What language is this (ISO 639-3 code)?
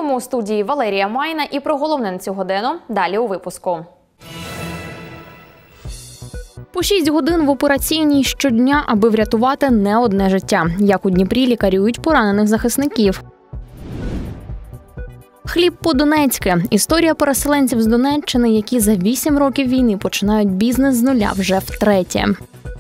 ukr